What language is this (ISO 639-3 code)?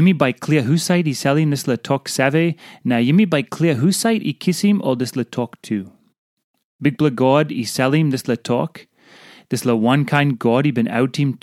tpi